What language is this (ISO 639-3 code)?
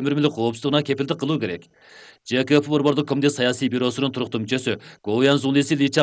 kir